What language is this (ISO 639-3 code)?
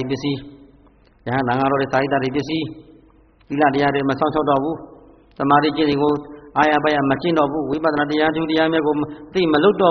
mya